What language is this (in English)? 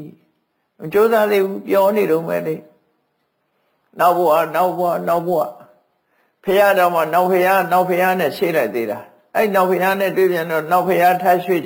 Burmese